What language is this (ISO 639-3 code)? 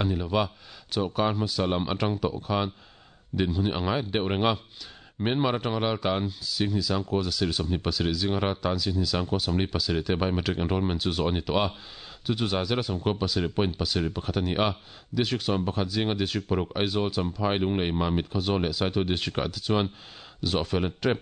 lus